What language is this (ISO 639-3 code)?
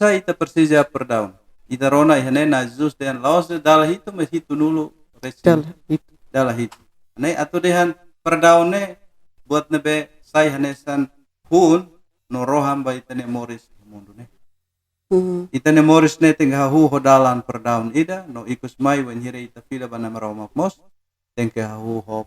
tet